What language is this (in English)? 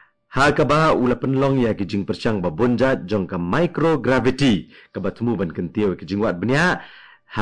Khasi